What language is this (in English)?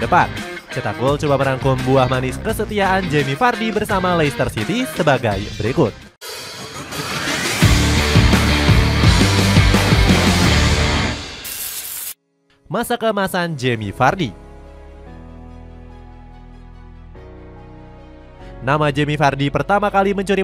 Indonesian